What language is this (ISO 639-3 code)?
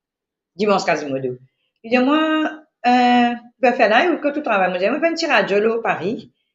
mfe